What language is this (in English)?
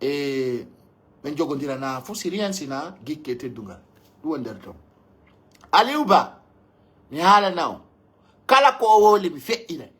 Pular